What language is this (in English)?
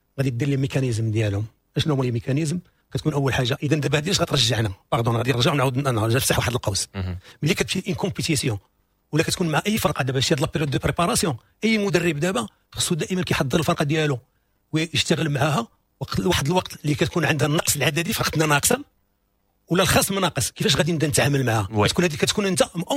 Moroccan Arabic